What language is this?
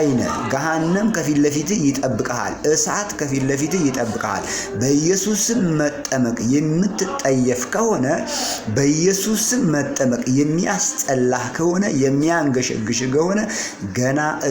Amharic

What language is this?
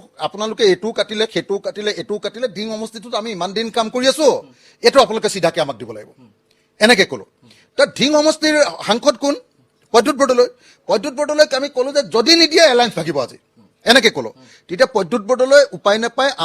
Assamese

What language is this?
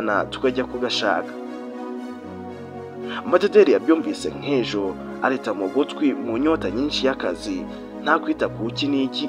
Kinyarwanda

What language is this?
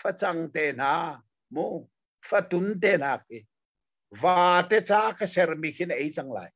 Hakha Chin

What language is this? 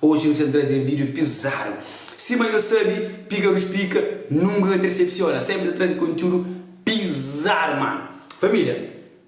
Kabuverdianu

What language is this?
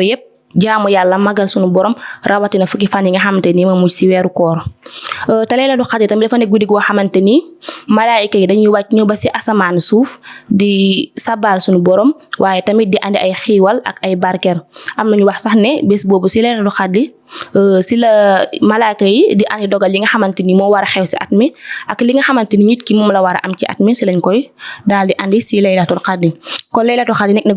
Wolof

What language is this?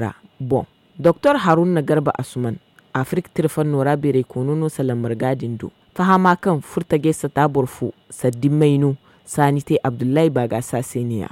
Zarma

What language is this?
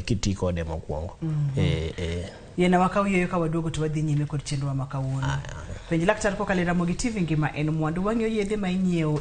Luo (Kenya and Tanzania)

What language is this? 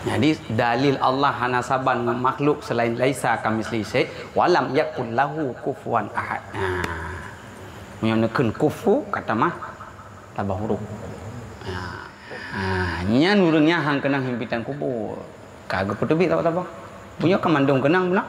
Achinese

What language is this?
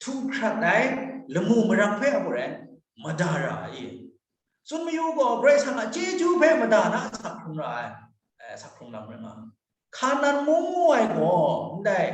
Kachin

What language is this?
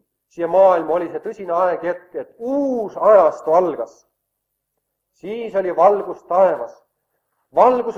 Estonian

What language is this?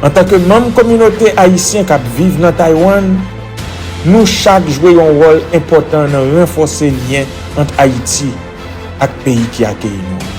Haitian Creole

